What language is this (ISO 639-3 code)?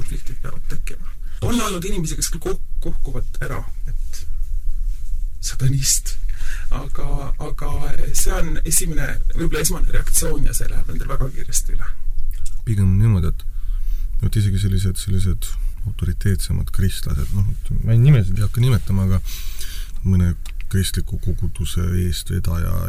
est